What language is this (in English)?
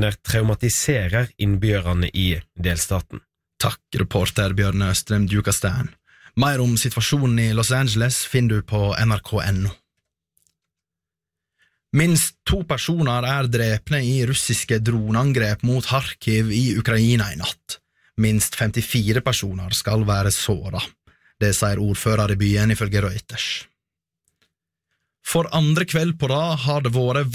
Norwegian